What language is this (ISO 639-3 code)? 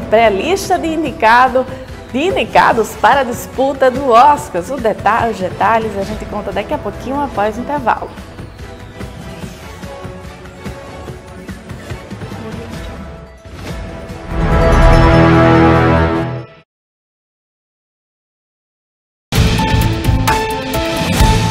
por